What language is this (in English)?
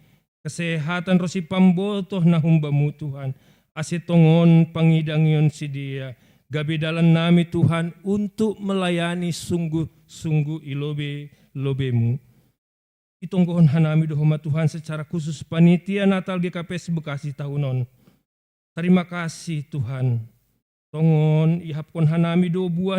Batak Simalungun